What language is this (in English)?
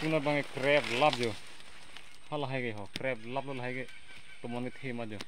Karbi